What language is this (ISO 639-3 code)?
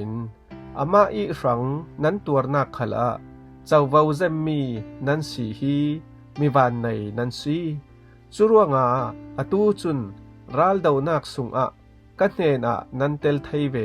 cfm